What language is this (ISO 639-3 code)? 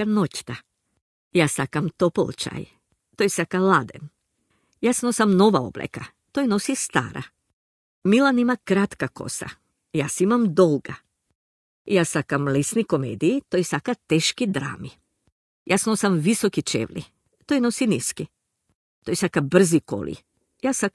mkd